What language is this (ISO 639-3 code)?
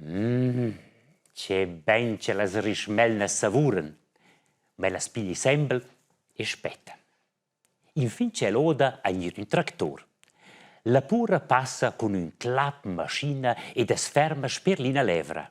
roh